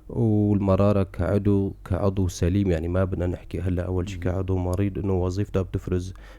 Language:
North Levantine Arabic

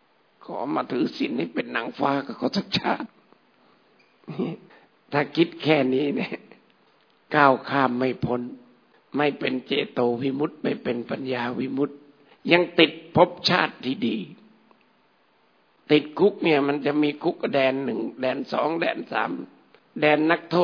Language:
Thai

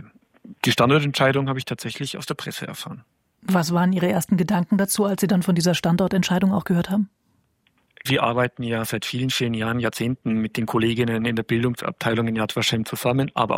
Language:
German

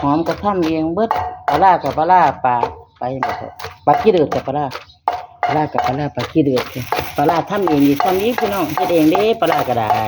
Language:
Northeastern Thai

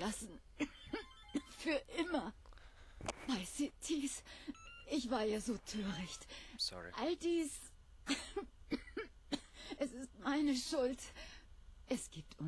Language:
Swiss German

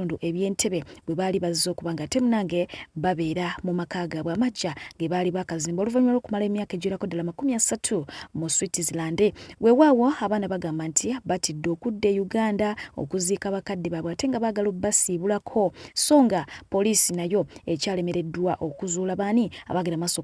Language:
Ganda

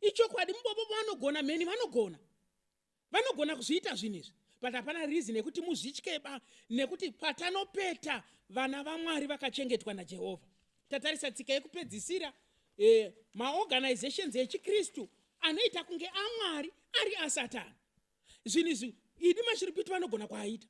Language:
Shona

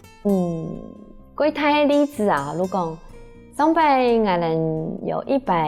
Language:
Hakka Chinese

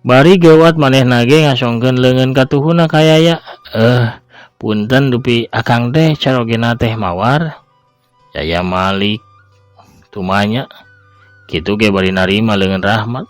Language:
Sundanese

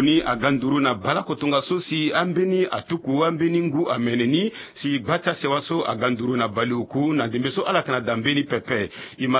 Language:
Sango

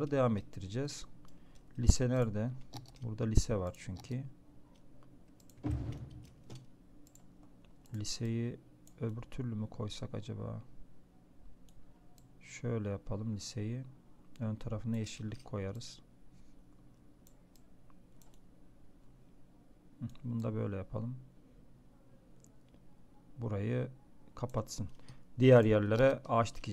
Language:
Turkish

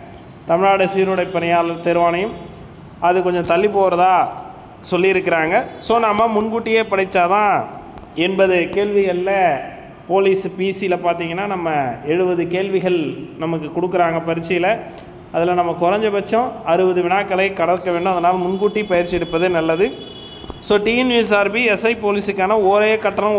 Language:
Tamil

